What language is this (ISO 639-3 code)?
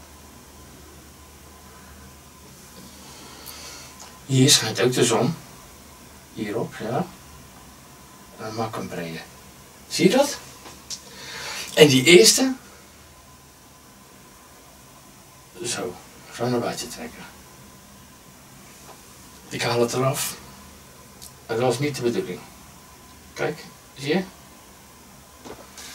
nld